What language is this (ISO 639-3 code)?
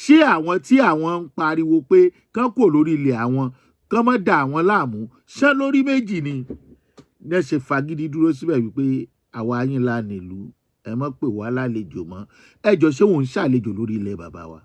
yor